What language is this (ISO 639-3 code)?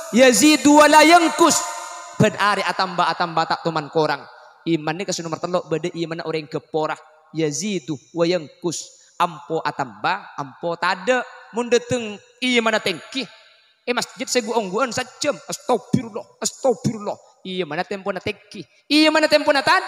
mad